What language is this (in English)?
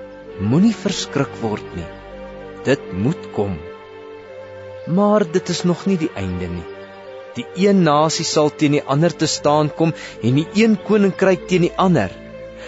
Afrikaans